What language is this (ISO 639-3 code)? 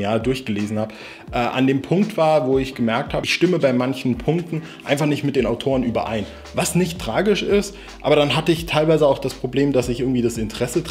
deu